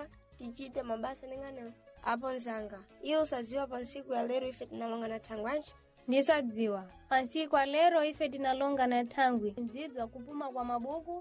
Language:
Sena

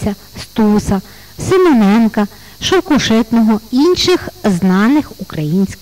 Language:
Ukrainian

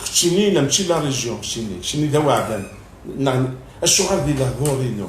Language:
Kabyle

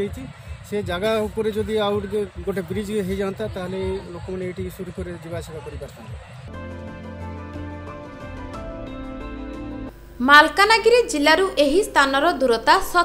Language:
Odia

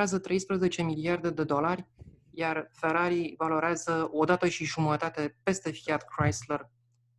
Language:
Romanian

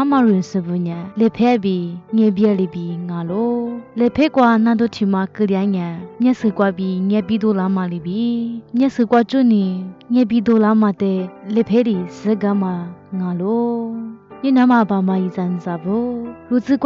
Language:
Lisu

